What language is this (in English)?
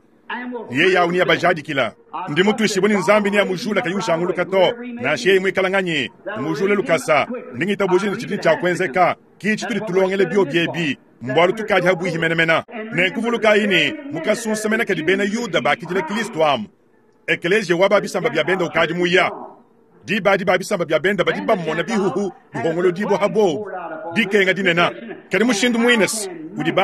Luba-Lulua